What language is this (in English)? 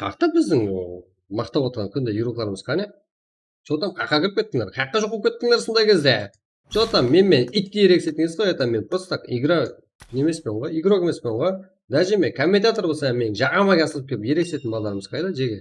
Kara-Kalpak